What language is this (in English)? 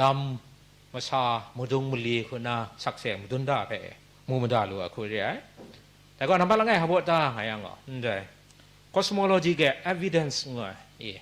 Kachin